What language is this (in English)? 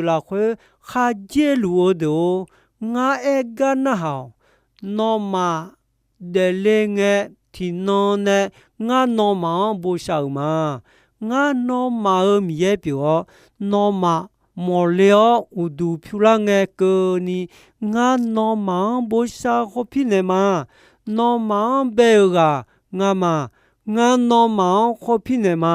Akha